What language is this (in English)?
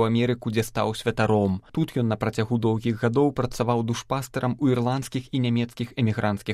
Belarusian